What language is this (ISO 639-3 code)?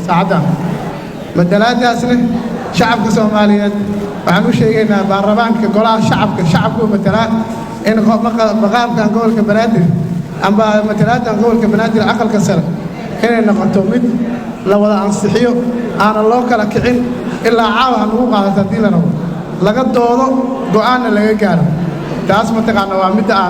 som